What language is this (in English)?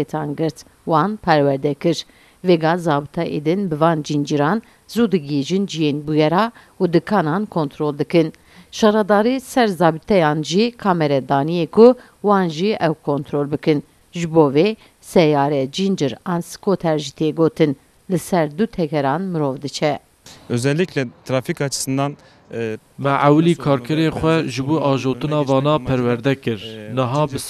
Kurdish